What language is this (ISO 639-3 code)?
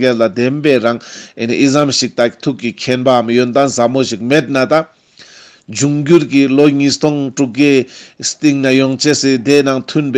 lbj